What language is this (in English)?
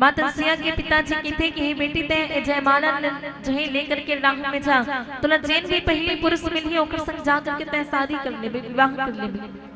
Chhattisgarhi